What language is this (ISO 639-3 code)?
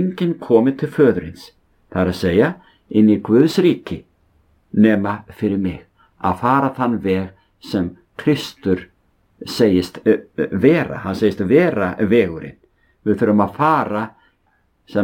isl